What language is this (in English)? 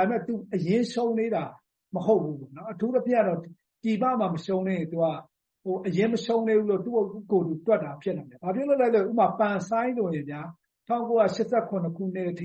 Burmese